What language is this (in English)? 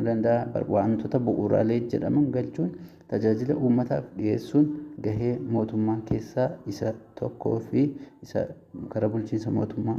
Oromo